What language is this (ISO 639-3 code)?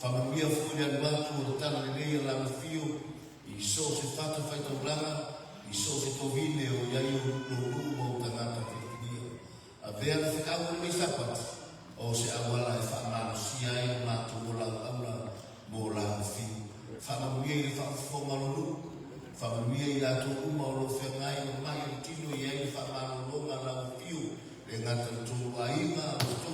smo